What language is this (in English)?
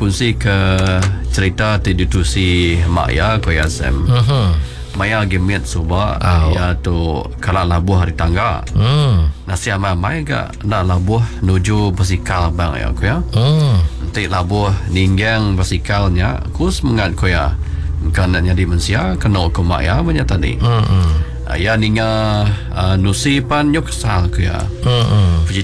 Iban